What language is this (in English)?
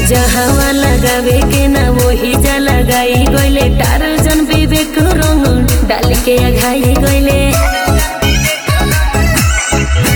Bhojpuri